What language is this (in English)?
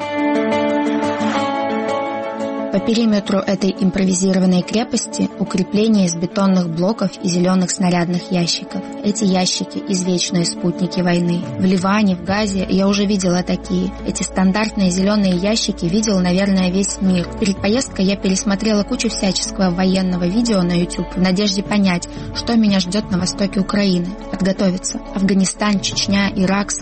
Russian